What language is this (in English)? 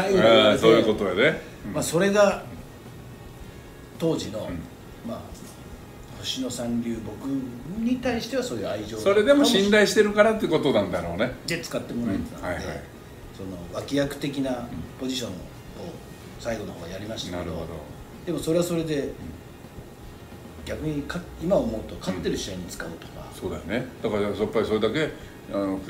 Japanese